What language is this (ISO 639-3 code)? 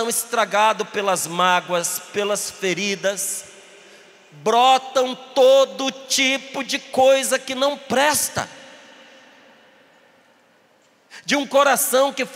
por